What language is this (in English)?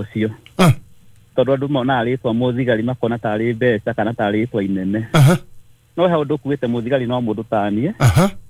Kikuyu